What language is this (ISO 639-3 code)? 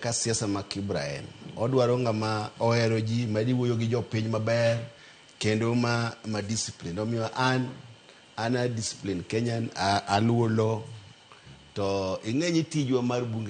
luo